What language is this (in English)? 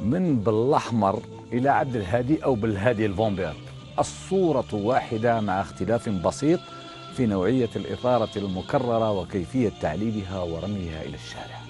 Algerian Arabic